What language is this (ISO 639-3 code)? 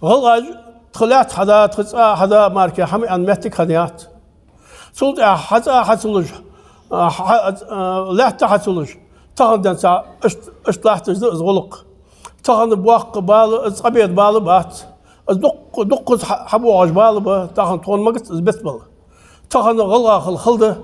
inh